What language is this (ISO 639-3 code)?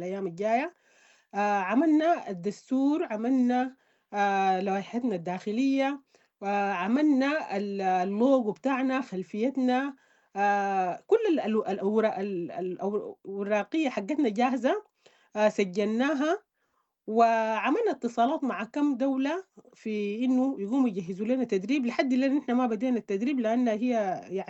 apd